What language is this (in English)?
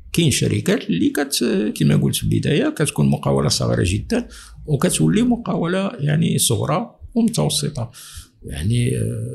Moroccan Arabic